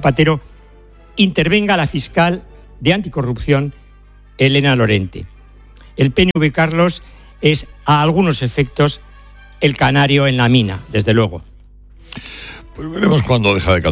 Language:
Spanish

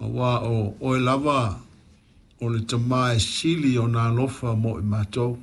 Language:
Samoan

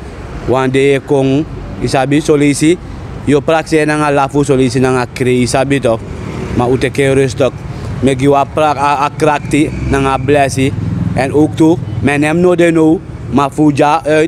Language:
Sranan Tongo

